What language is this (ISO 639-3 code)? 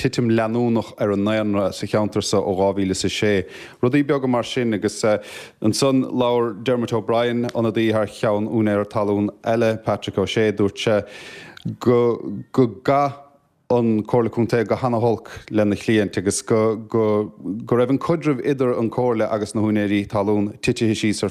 gle